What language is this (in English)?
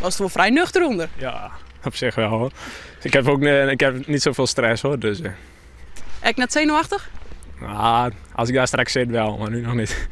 Western Frisian